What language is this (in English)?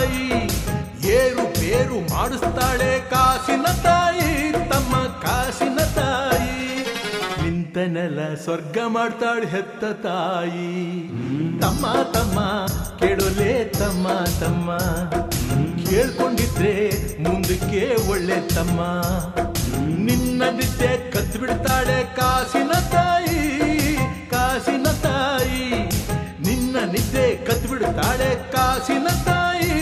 Kannada